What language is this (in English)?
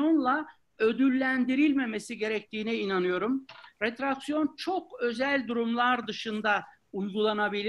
Turkish